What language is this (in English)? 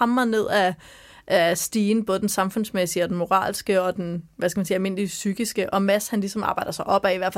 Danish